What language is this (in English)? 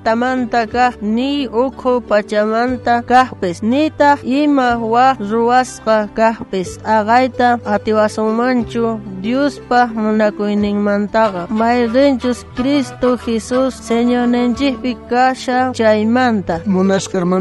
South Bolivian Quechua